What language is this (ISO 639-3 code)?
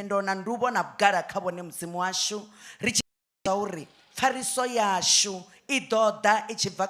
ven